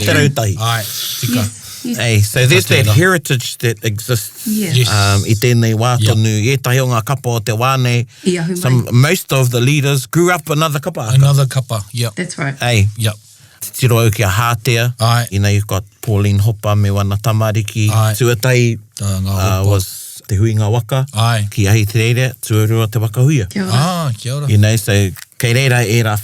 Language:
Māori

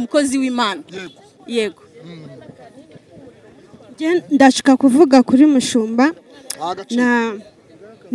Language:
Kinyarwanda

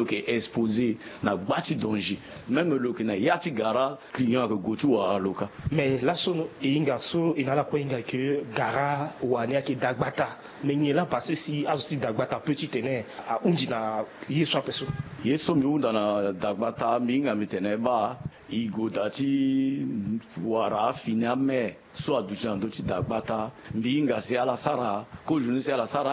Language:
Sango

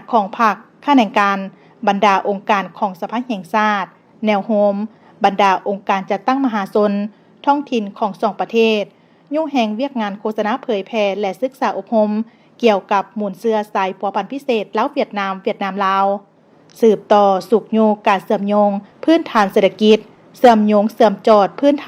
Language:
Lao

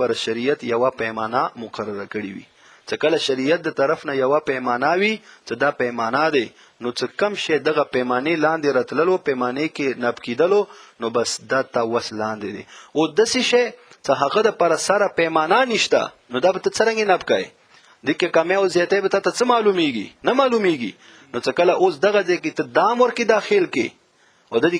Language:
Pashto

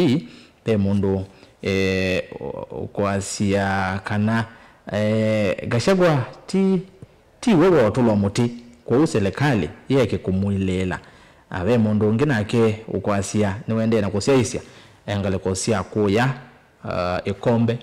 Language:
Kamba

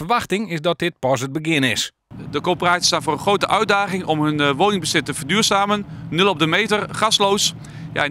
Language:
Western Frisian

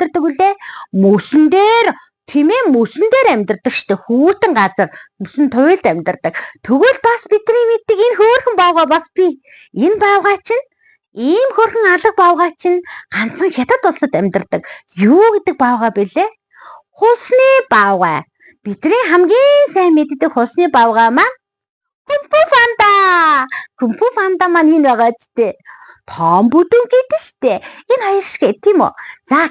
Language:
Mongolian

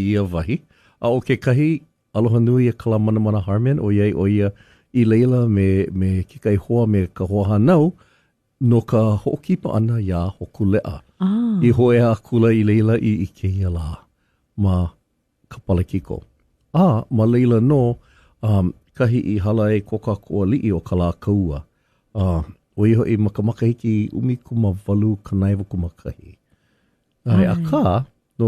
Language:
Hawaiian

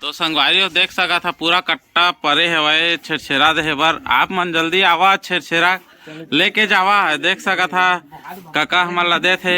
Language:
Chhattisgarhi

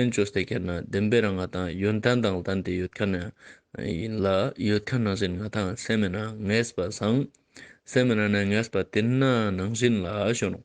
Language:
Ladakhi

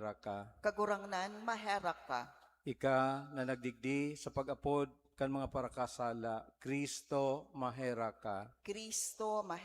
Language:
Bikol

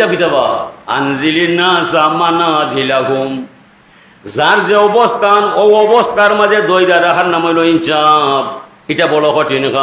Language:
Sylheti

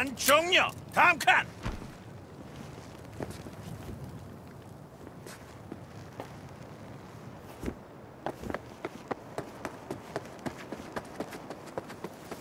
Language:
Korean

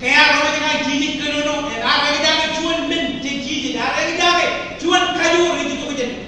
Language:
Marshallese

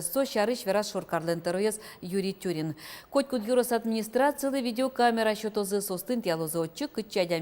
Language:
Udmurt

